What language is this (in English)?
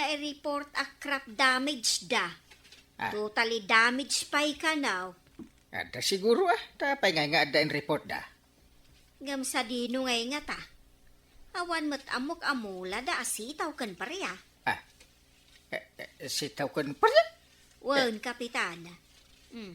Iloko